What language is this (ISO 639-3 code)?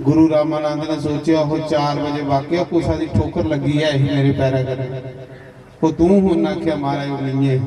doi